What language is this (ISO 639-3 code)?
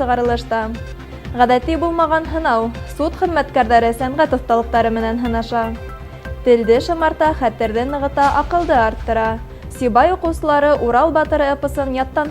bak